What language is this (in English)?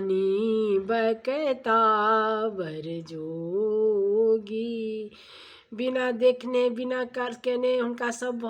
Maithili